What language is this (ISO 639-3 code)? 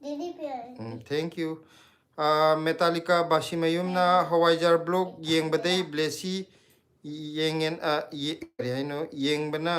mni